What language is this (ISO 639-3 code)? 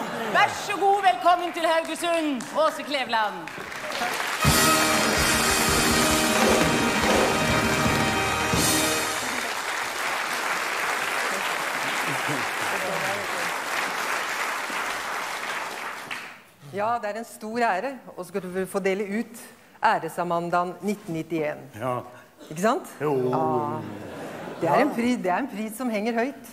nor